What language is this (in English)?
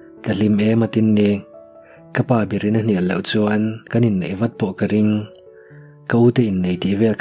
Mizo